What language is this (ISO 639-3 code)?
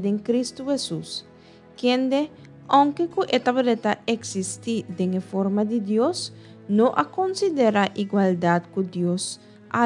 pap